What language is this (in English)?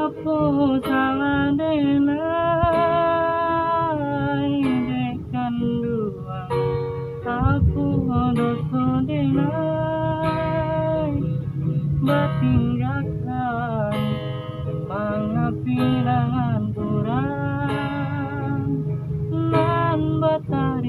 Minangkabau